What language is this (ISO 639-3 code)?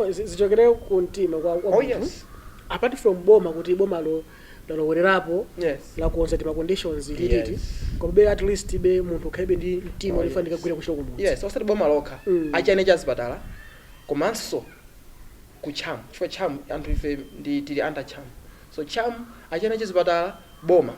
nya